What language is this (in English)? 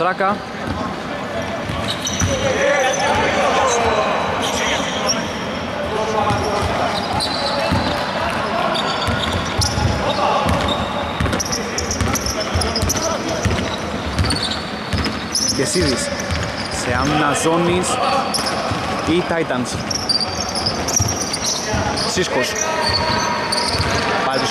Greek